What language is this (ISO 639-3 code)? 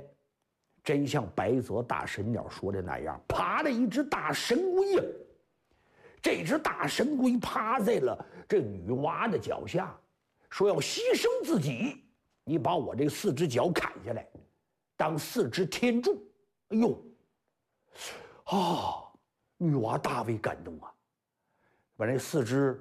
zho